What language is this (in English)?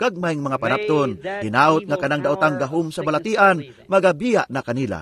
Cebuano